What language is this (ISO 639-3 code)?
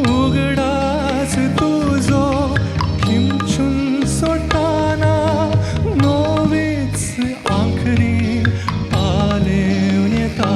kok